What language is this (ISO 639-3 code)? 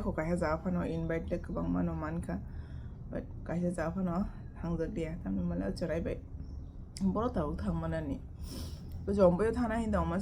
trp